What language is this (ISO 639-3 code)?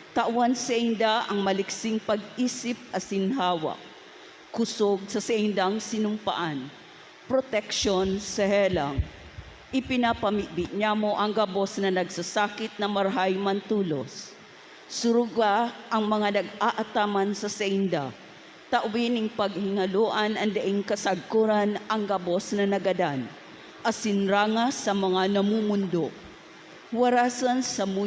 bik